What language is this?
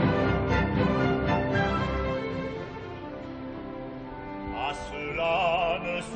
French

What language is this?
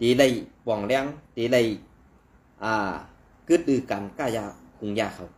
Shan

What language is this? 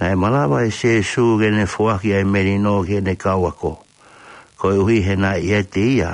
Tongan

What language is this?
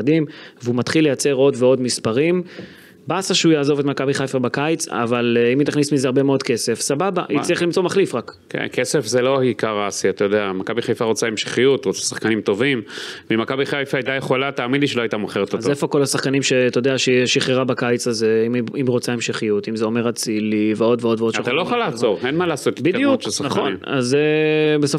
Hebrew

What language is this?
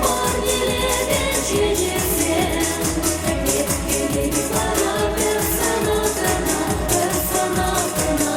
Chuvash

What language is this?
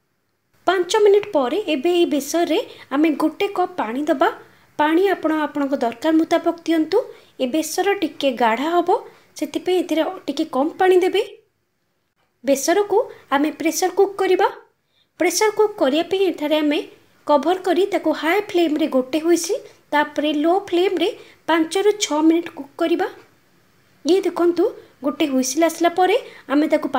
Odia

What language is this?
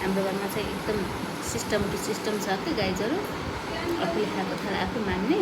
Nepali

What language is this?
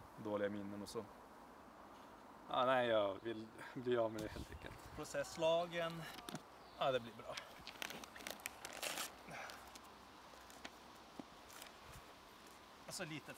Swedish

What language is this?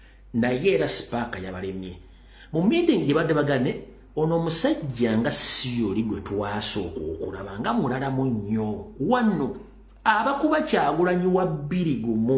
Ganda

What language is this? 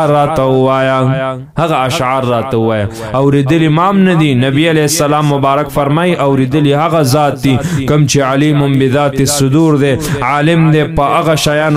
Pashto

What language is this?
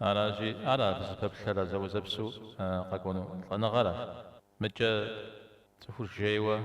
Kabardian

